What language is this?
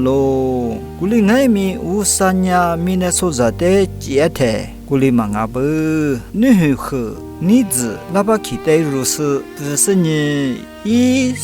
Lisu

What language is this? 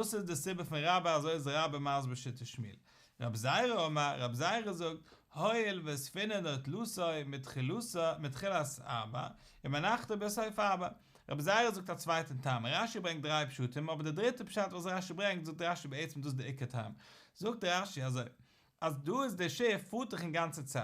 Yiddish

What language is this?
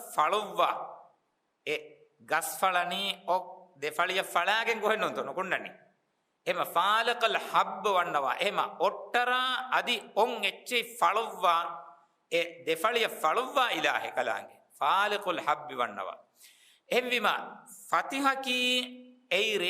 Divehi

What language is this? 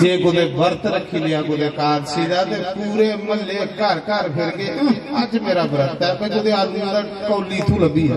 Dogri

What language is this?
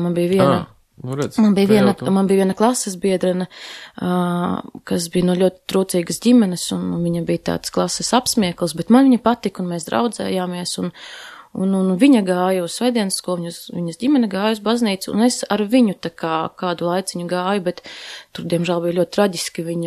Latvian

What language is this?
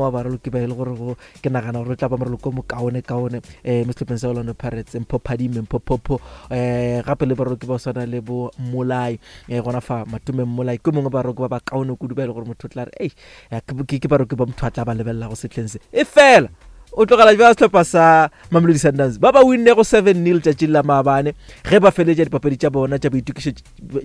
Northern Sotho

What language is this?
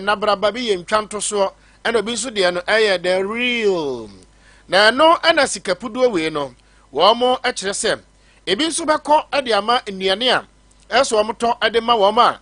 Akan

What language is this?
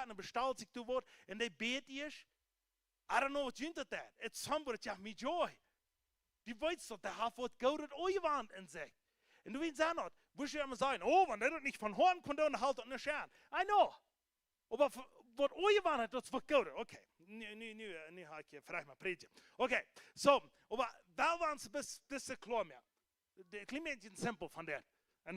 Plautdietsch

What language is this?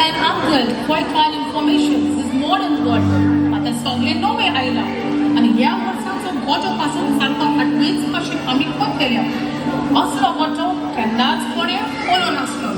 Konkani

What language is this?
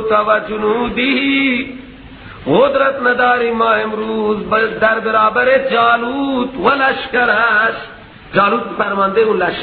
Persian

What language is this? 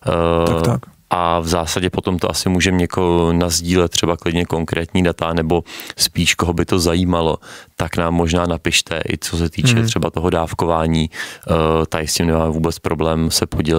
Czech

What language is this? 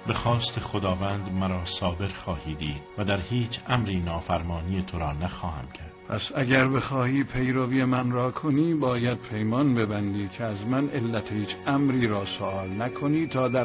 Tajik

